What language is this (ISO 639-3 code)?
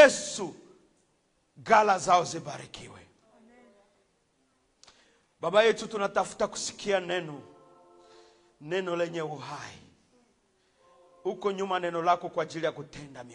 swa